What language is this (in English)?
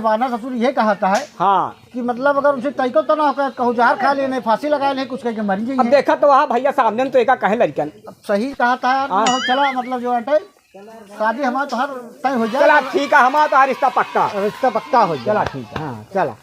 Awadhi